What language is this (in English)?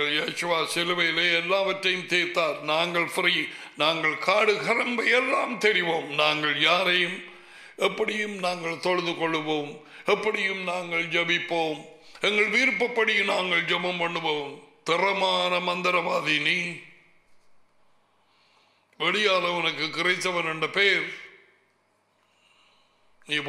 Tamil